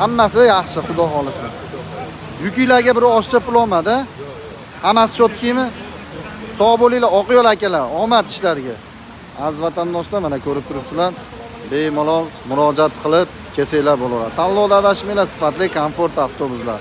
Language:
Uzbek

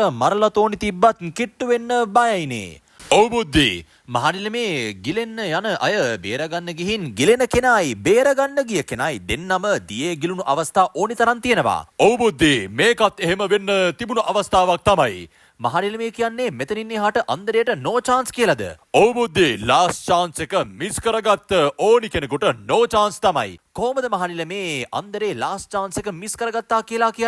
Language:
Sinhala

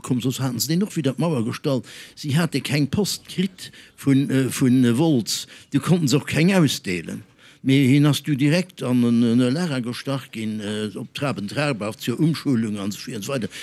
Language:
Luxembourgish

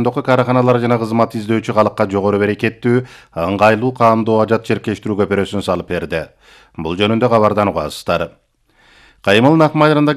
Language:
Kyrgyz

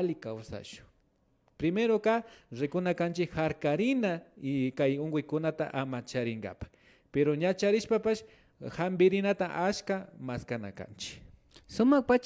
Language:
Imbabura Highland Quichua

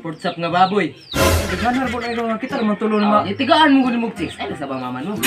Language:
Cebuano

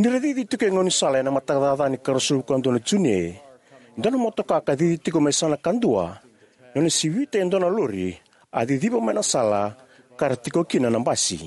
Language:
Fijian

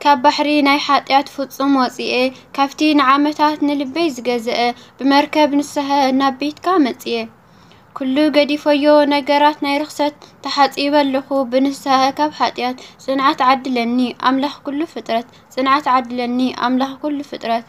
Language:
Tigrinya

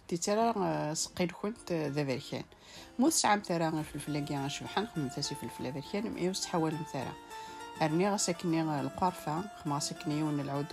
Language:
Kabyle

